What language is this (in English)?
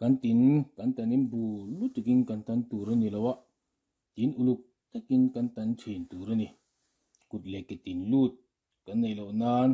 Mizo